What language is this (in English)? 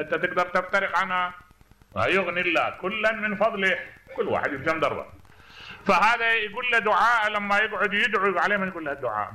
Mesopotamian Arabic